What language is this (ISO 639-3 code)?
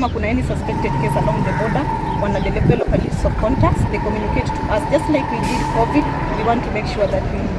guz